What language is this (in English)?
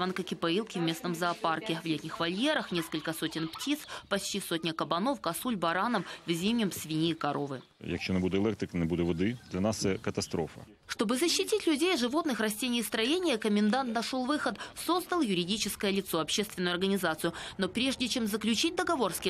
Russian